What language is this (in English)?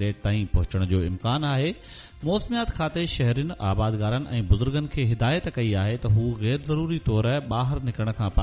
Sindhi